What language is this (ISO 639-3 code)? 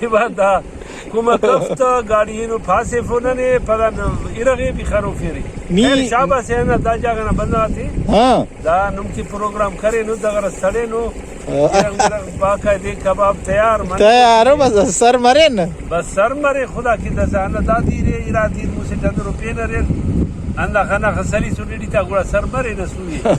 brh